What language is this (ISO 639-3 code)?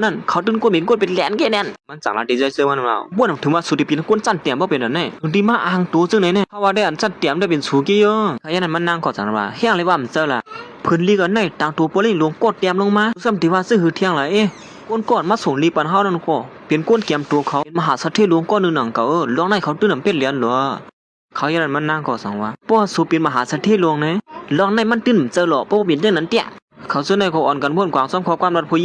shn